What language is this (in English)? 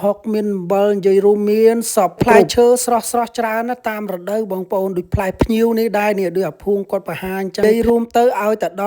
Khmer